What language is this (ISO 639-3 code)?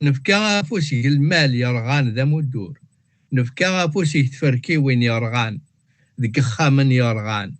kab